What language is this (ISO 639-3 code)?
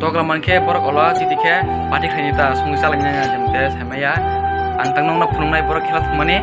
trp